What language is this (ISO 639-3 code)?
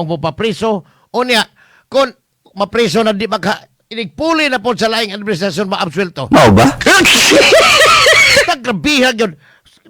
ceb